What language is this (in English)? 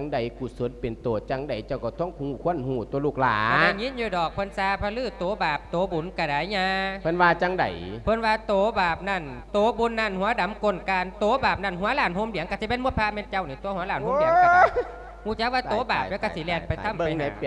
Lao